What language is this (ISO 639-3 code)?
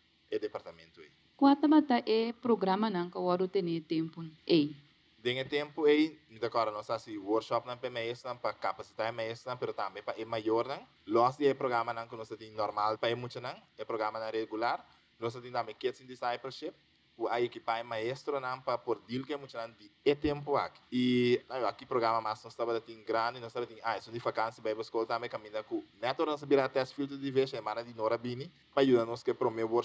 pap